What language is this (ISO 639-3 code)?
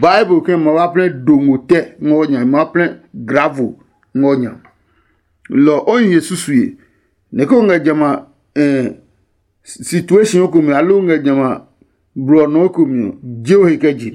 ada